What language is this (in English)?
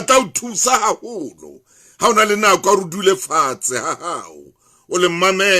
Southern Sotho